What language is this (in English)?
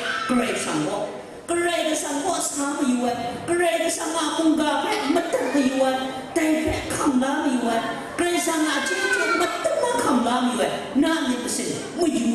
Kachin